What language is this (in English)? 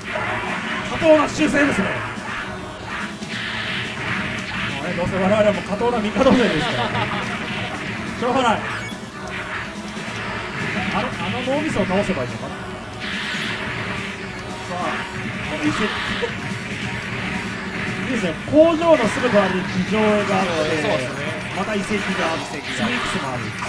Japanese